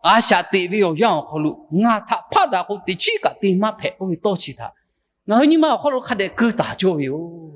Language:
Lahu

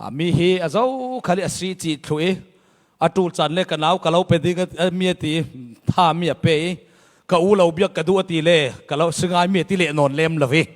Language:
Falam Chin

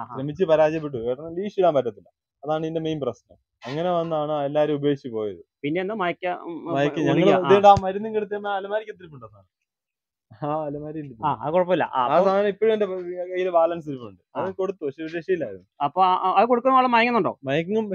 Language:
Malayalam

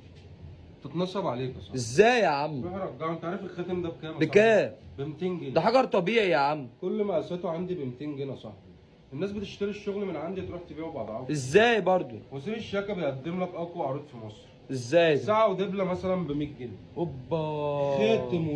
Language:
Egyptian Arabic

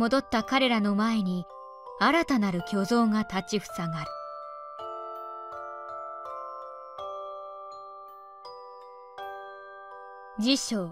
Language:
Japanese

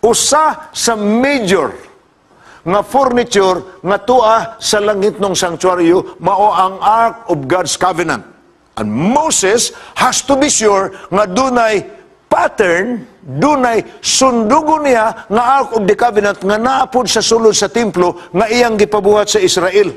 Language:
Cebuano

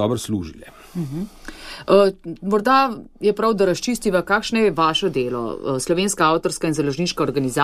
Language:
Slovenian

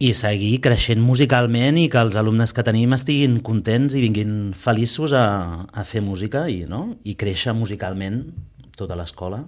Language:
Catalan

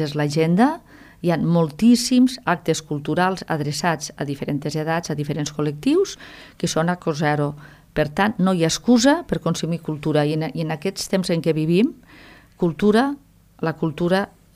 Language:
Catalan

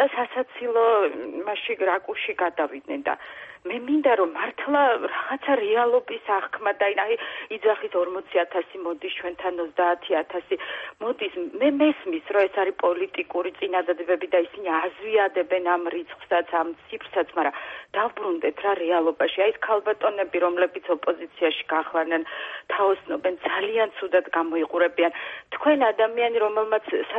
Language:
Georgian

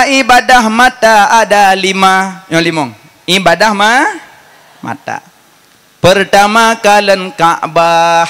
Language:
Achinese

